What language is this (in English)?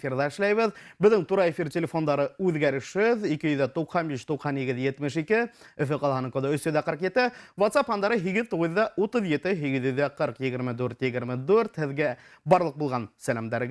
Bashkir